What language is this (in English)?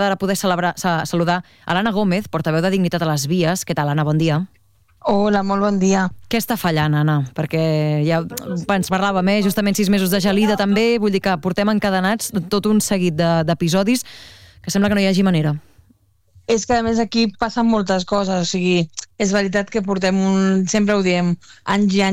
Catalan